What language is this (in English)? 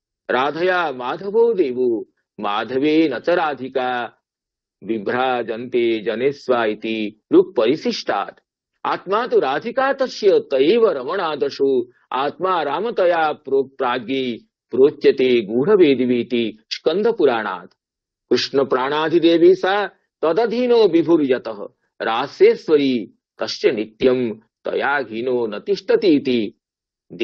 Sanskrit